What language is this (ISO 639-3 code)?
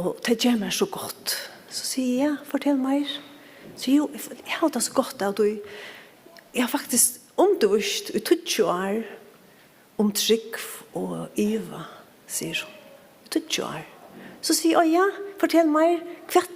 fao